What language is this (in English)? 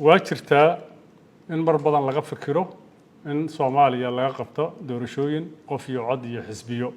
Somali